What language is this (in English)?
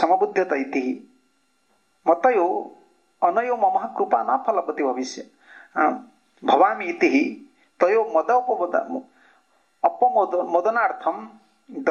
Odia